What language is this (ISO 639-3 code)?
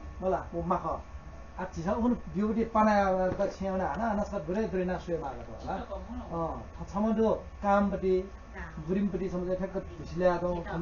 new